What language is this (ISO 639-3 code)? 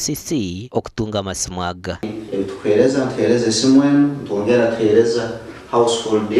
nyn